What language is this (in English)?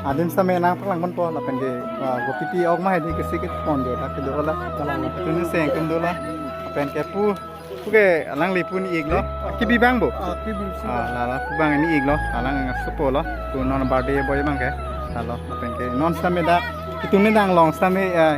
Karbi